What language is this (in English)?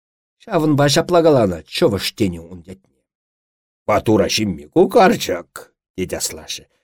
Chuvash